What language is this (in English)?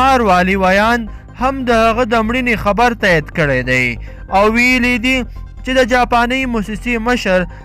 Pashto